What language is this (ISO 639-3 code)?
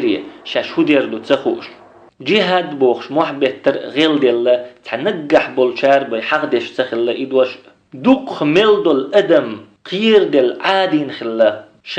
che